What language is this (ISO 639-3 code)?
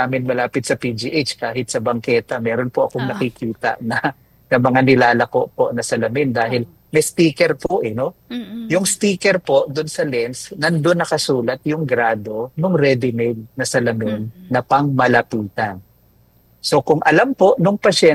fil